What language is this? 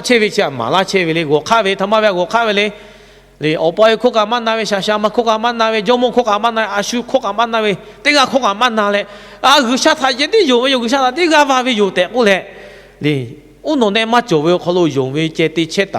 Lahu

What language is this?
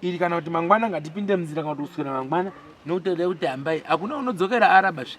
Shona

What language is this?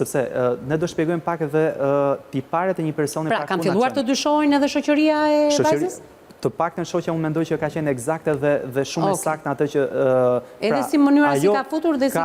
Albanian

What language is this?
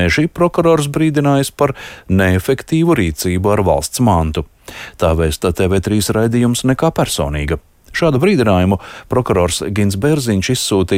Latvian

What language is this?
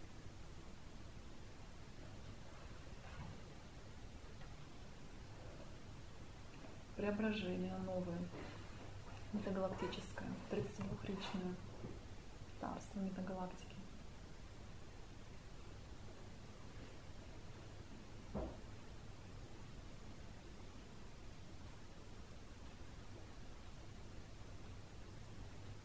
Russian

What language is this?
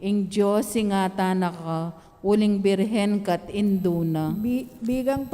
Pampanga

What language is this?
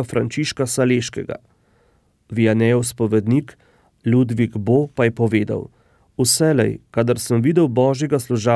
Slovenian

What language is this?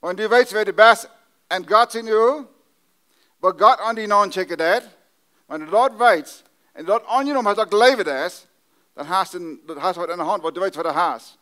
Plautdietsch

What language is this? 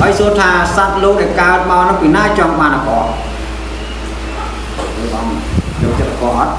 Khmer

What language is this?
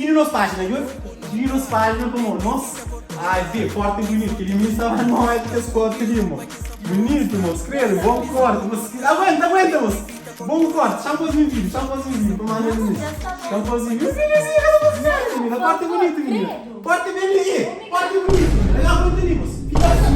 Kabuverdianu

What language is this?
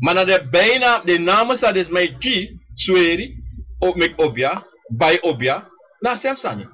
Sranan Tongo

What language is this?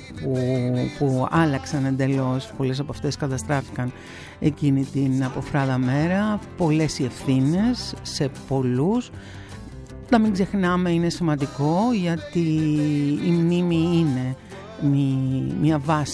Greek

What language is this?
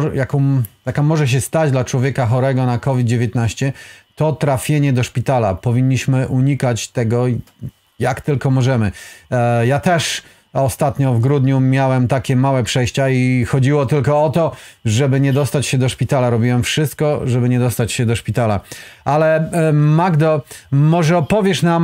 Polish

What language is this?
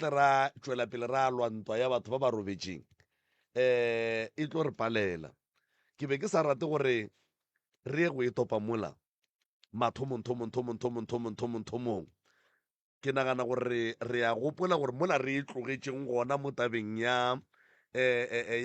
Northern Sotho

